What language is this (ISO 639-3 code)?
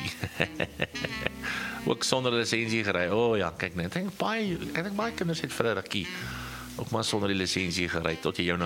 afr